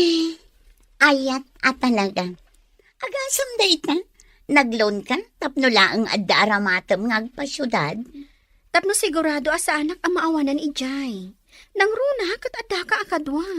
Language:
Iloko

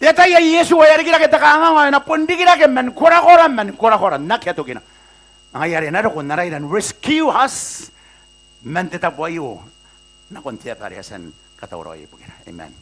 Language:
Gilbertese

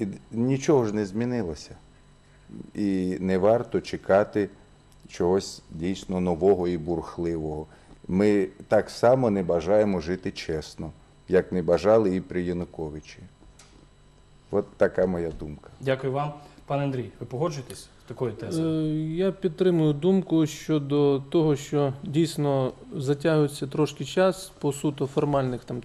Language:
Ukrainian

